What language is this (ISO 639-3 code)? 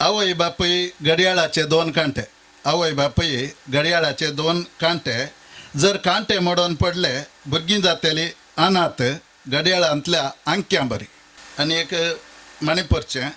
kok